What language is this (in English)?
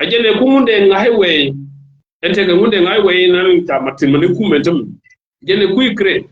Nuer